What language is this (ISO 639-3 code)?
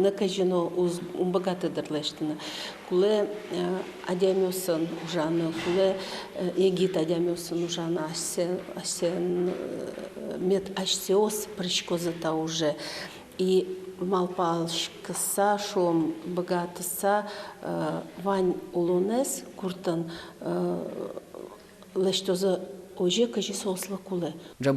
udm